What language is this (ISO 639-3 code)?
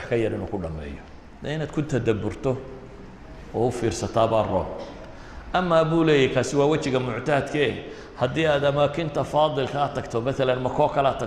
som